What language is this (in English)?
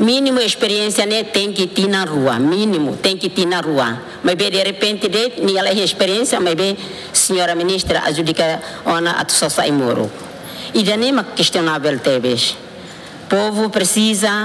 Tetum